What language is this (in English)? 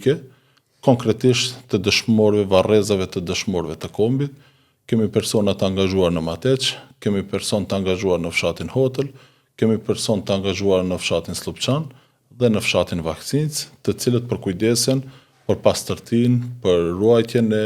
Albanian